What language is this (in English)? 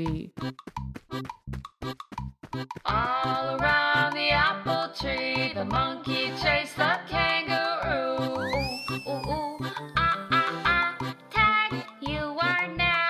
English